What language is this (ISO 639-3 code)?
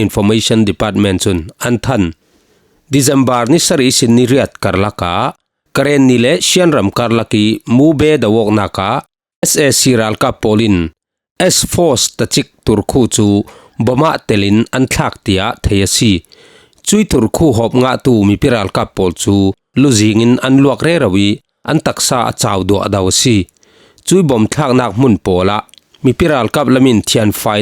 cfm